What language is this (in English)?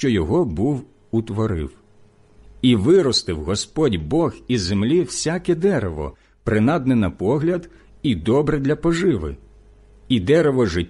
Ukrainian